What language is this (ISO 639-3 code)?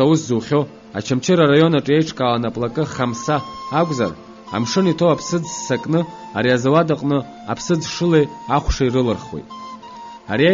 abk